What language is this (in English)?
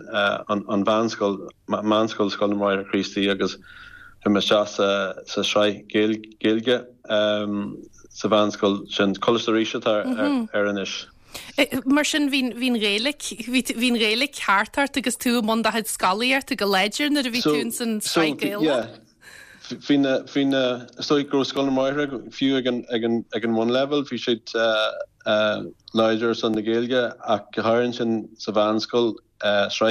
Irish